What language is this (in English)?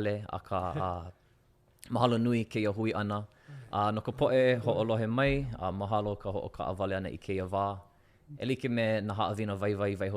Hawaiian